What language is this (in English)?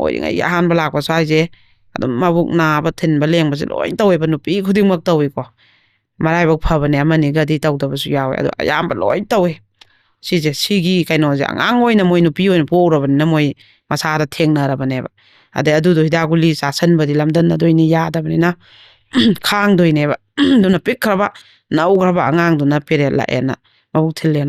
Manipuri